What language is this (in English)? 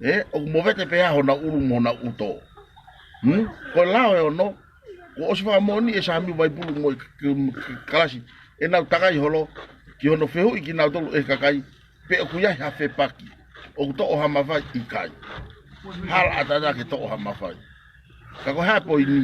Tongan